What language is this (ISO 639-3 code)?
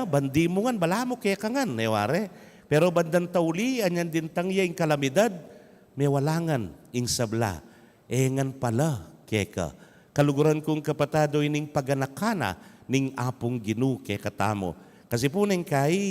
pam